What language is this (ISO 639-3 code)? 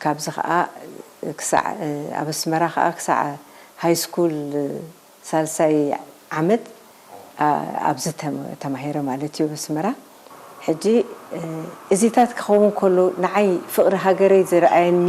tir